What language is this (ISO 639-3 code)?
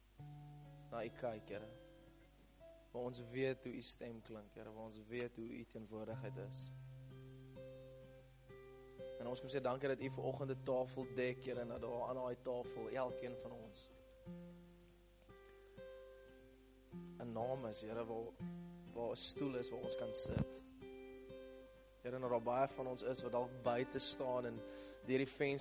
afr